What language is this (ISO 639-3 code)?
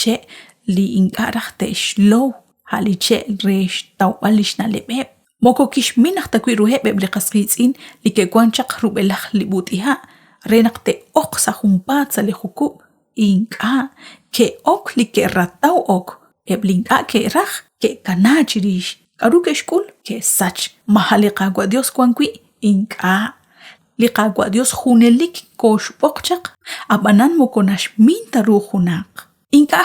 kek